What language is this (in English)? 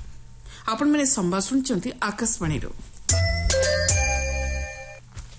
Odia